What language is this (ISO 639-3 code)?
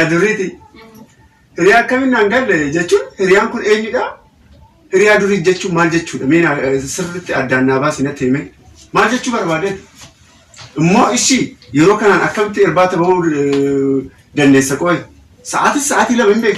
orm